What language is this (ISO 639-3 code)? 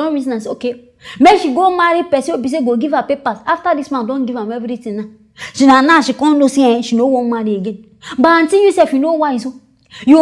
pcm